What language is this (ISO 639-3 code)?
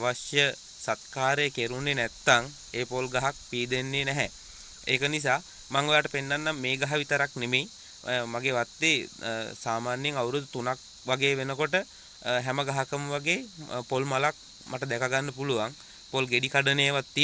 sin